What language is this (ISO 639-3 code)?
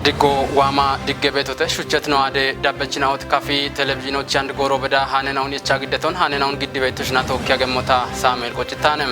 kbr